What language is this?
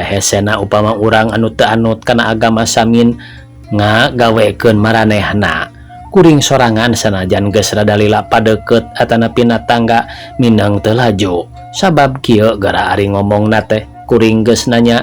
Sundanese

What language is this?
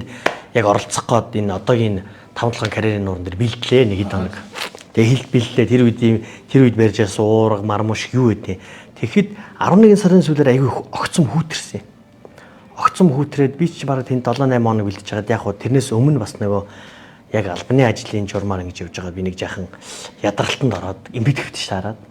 Mongolian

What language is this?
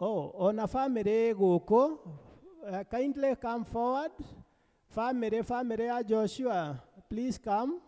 Kikuyu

